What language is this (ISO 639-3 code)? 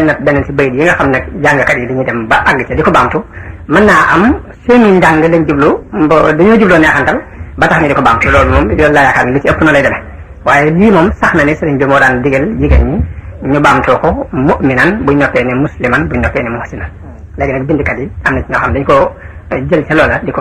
wol